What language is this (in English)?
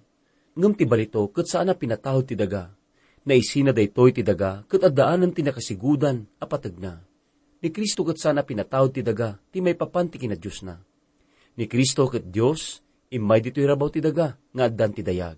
Iloko